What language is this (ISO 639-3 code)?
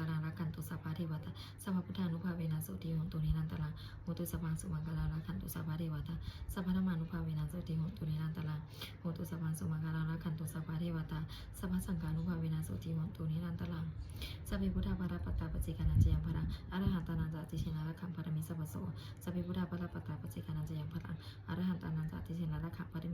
pli